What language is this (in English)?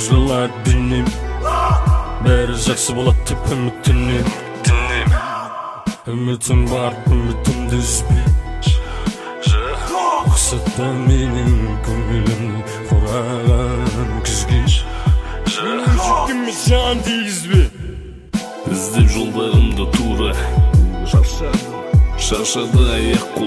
Kazakh